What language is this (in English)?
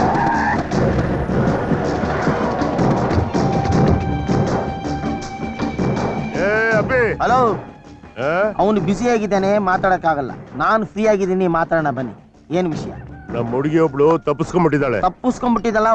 Kannada